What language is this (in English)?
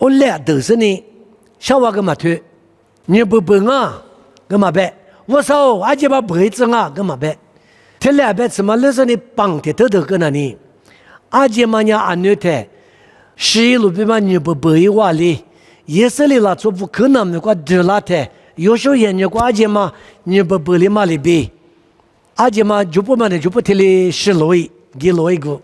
Lisu